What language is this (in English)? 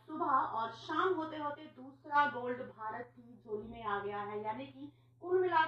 Hindi